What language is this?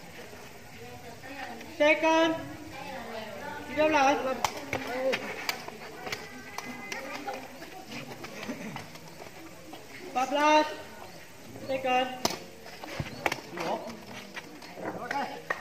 Malay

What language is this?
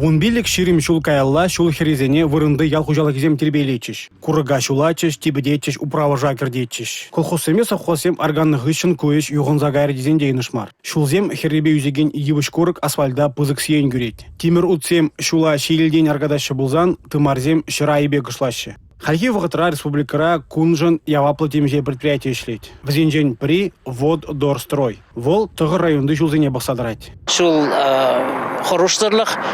Chuvash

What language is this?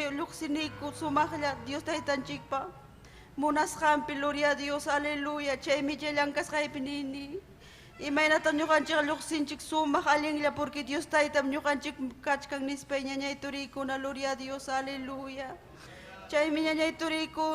Ayacucho Quechua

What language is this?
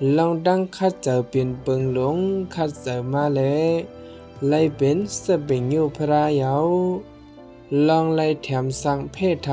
Shan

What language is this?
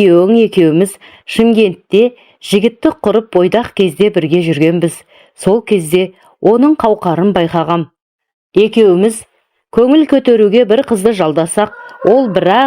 Kazakh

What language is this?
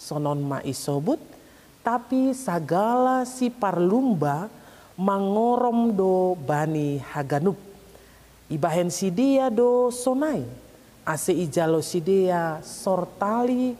Batak Simalungun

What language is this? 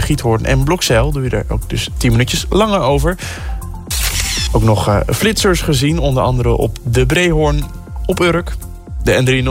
Dutch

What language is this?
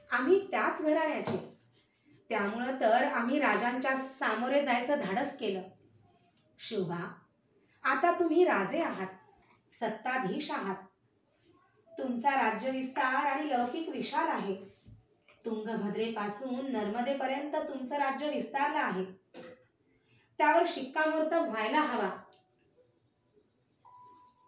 Marathi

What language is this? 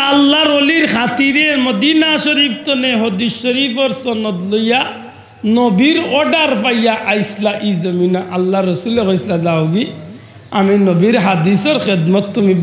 Sylheti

